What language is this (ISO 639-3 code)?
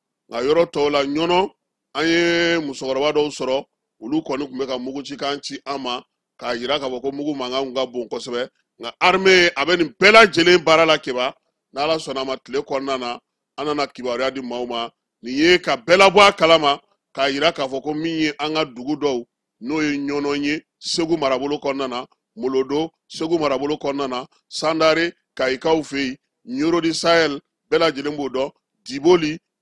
bam